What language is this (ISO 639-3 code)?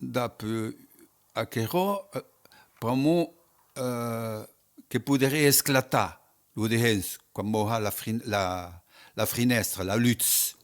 oci